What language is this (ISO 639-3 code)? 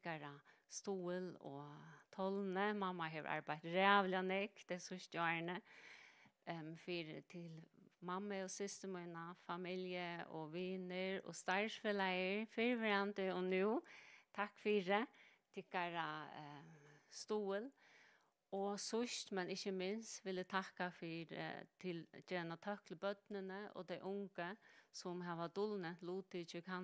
fao